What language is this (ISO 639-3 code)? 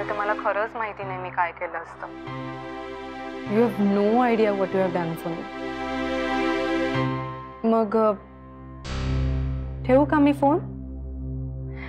mar